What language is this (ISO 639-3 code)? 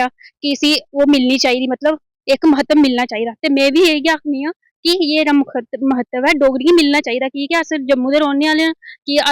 doi